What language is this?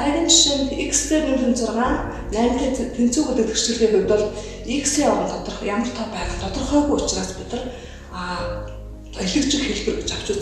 Mongolian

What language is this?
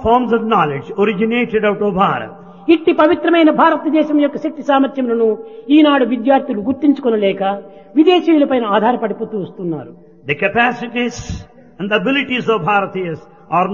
Telugu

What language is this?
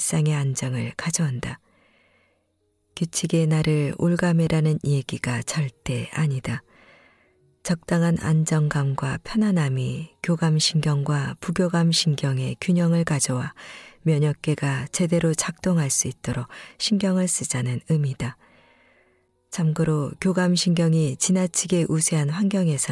Korean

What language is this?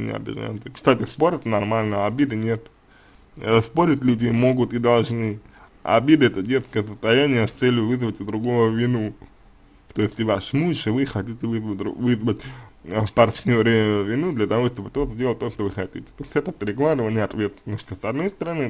Russian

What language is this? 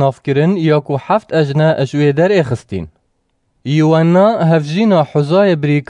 Kurdish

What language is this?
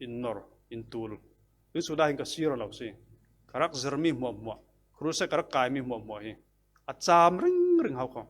Falam Chin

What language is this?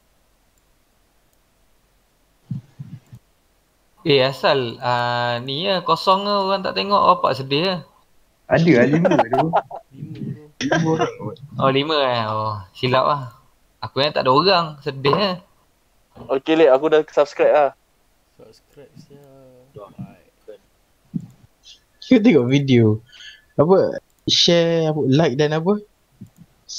Malay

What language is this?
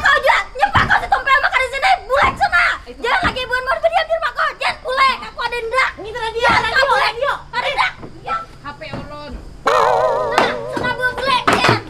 Banjar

